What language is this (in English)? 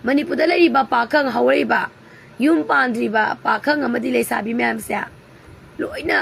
Manipuri